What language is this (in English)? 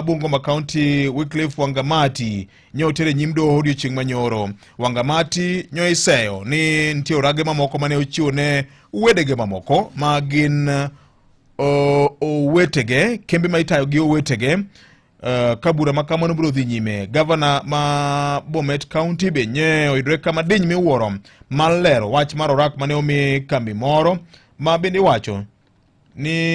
Luo (Kenya and Tanzania)